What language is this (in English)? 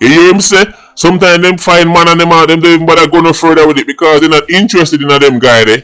Jamaican Creole English